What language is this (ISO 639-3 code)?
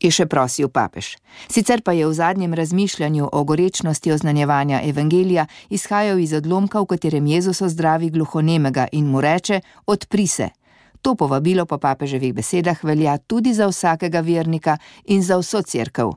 slv